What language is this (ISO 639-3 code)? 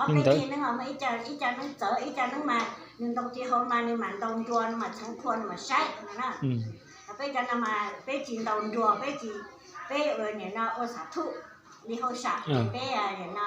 hmn